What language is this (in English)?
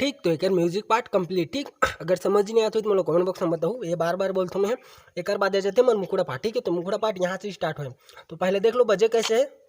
Chhattisgarhi